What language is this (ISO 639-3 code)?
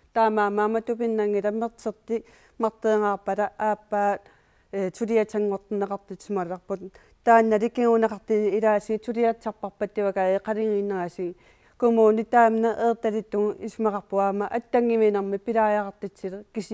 kal